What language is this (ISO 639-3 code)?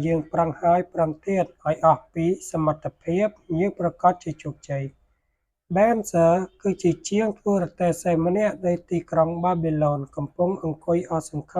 khm